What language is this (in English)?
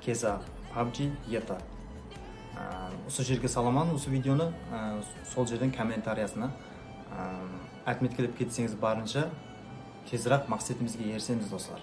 Kara-Kalpak